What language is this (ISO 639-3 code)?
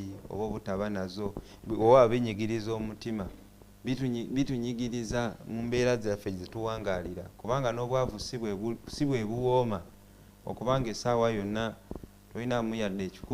lug